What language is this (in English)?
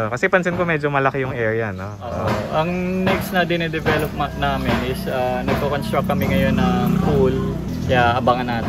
Filipino